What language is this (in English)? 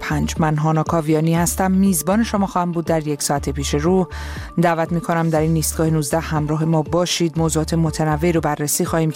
Persian